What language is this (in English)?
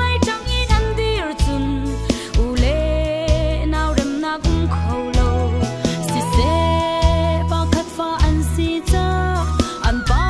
Falam Chin